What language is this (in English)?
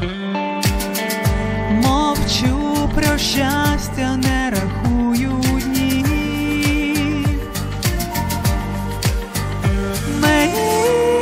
Ukrainian